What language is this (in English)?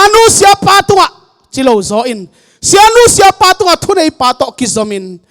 Tedim Chin